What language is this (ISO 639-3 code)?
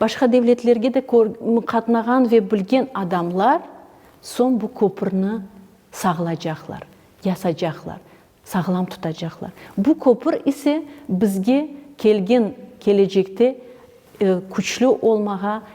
crh